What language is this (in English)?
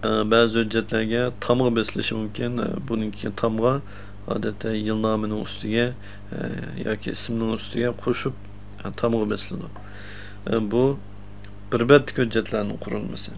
Uyghur